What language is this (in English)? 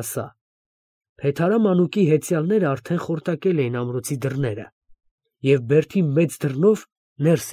Armenian